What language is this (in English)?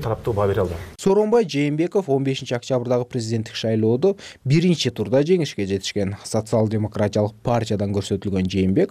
Kyrgyz